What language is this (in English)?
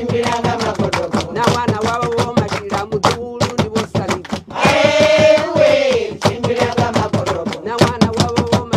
Venda